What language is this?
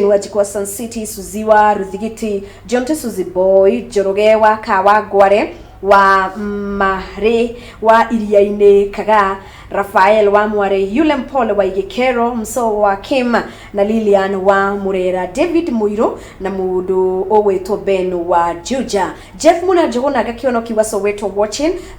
Kikuyu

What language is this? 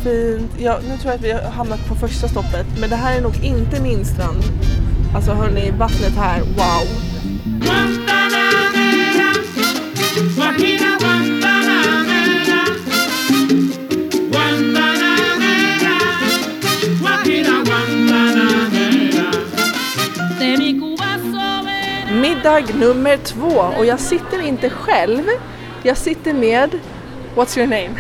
Swedish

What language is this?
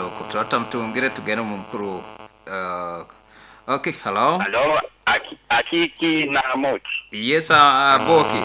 Nyoro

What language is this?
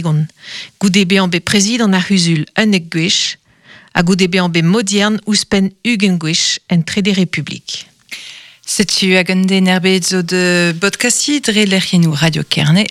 Breton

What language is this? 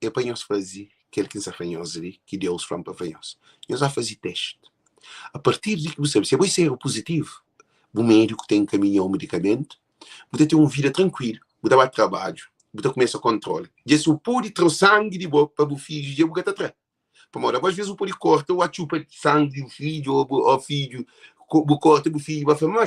Kabuverdianu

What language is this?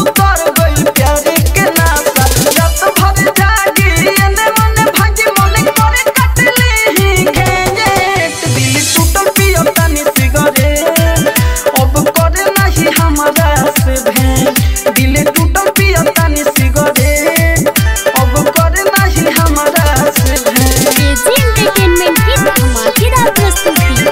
Bhojpuri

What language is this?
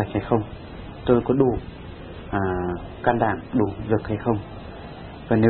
Vietnamese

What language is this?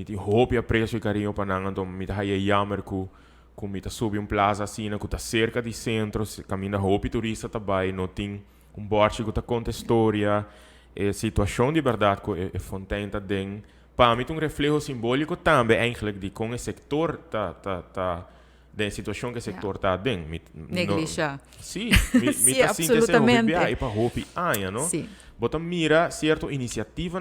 Papiamento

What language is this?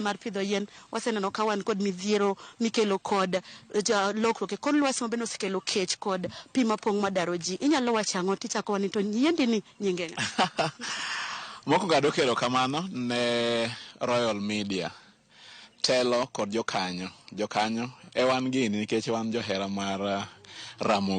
Luo (Kenya and Tanzania)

